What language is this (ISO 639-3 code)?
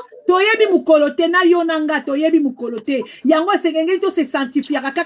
lin